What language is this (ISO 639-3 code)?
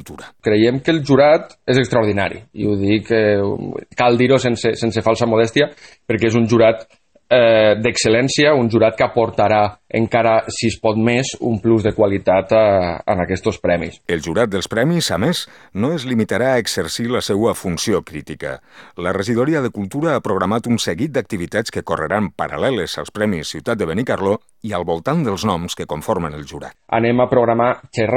cat